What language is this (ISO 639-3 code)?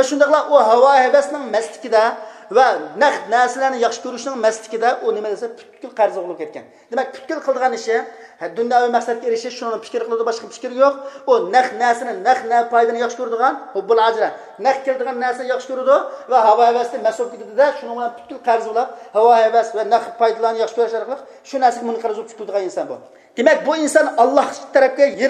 uig